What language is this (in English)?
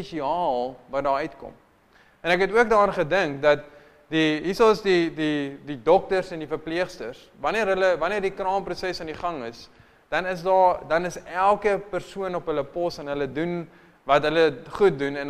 Afrikaans